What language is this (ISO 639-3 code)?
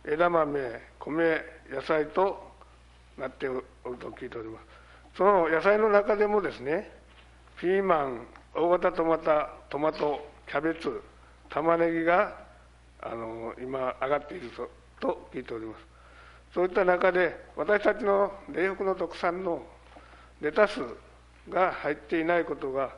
jpn